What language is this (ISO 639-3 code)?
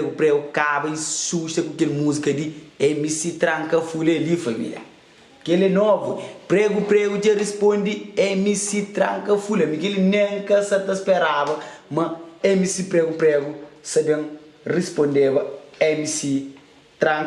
kea